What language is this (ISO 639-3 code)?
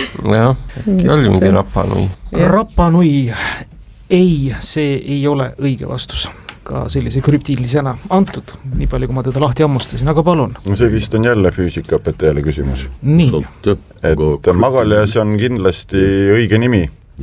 est